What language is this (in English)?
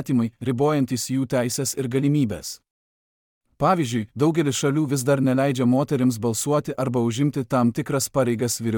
Lithuanian